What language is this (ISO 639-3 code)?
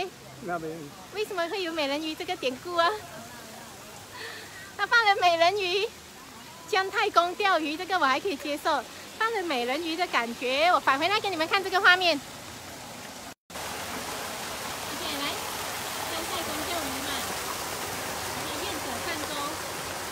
zho